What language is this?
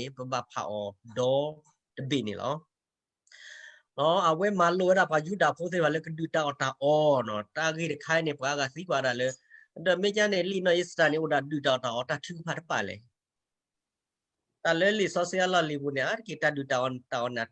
S'gaw Karen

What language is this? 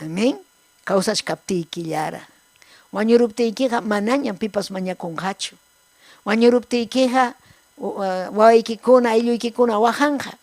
Ayacucho Quechua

